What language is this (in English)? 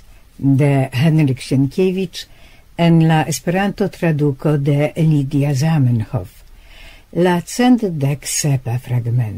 Esperanto